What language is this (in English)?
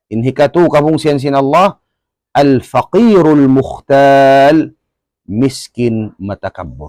Tausug